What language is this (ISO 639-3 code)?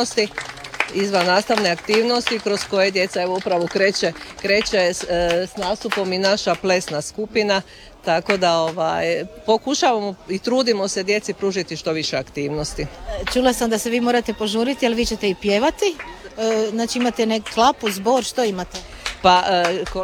hrv